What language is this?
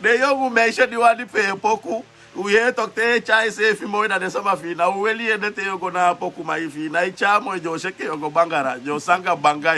Sranan Tongo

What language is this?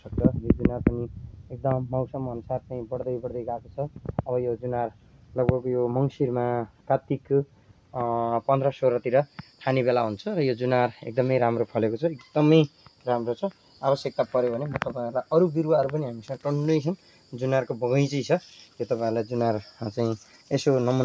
Nepali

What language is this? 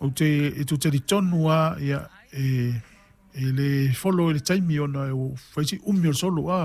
Samoan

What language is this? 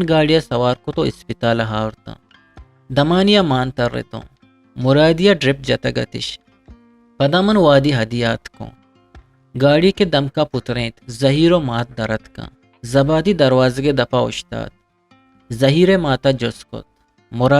Eastern Balochi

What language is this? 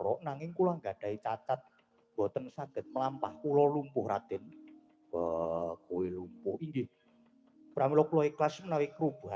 Javanese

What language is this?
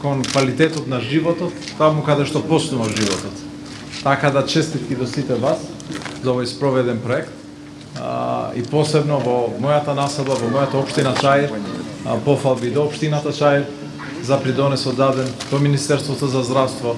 Macedonian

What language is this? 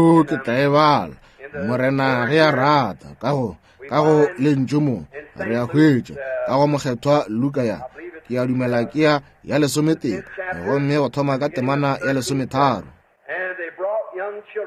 Northern Sotho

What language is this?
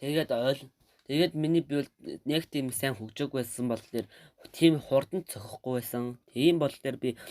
Mongolian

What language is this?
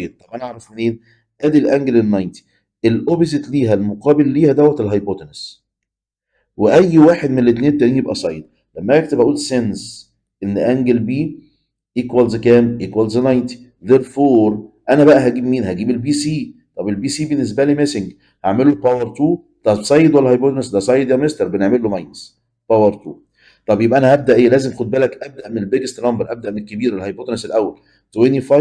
Egyptian Arabic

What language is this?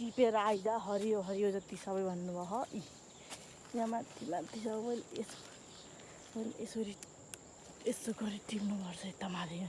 Nepali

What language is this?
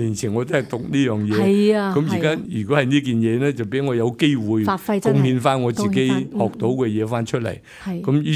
Cantonese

